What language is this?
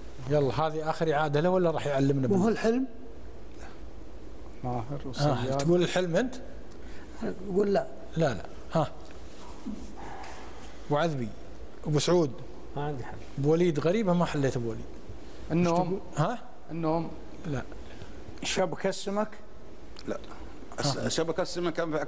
Gulf Arabic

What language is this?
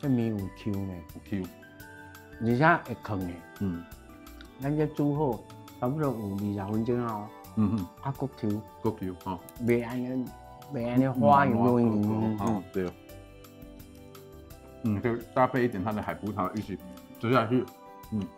Min Nan Chinese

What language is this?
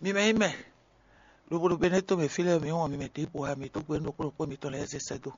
Fon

